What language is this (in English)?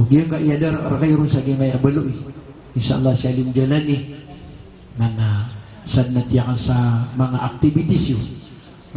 Maranao